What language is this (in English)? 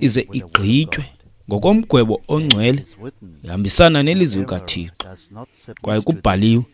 Xhosa